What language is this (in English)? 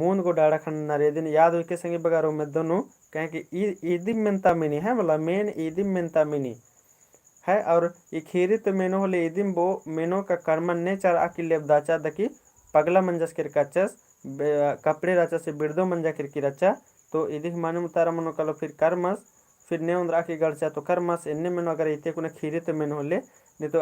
Kurukh